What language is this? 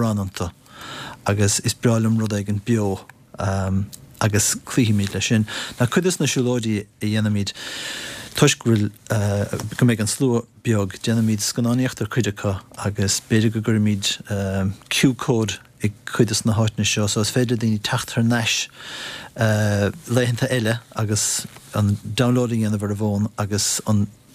Irish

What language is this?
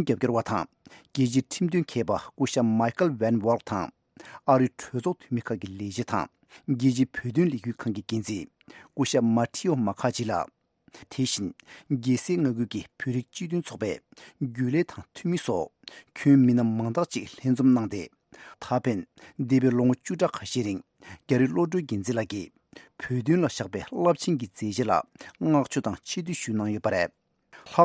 Tibetan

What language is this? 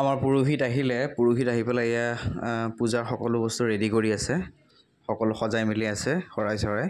Assamese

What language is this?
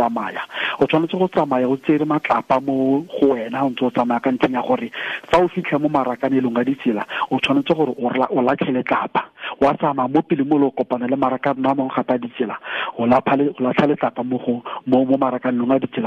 Tswana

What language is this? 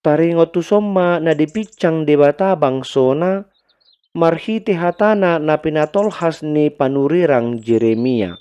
Batak Toba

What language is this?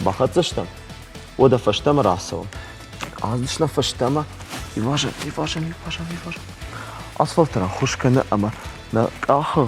Ossetic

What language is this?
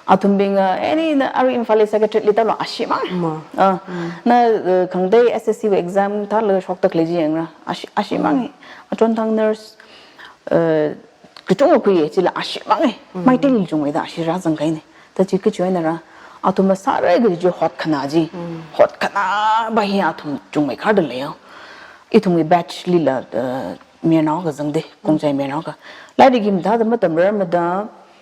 Tangkhul Naga (India)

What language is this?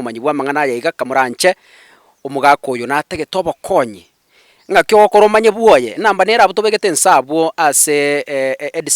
Gusii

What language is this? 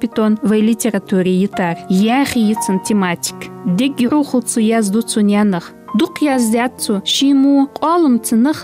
Ingush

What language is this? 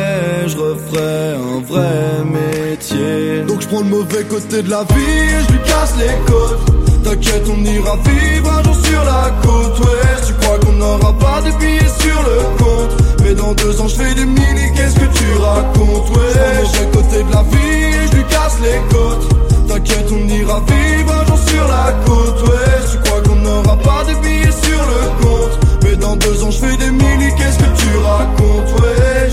French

